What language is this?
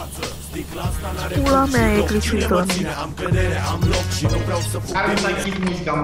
Romanian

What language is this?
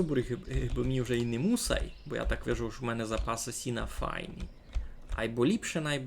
Rusyn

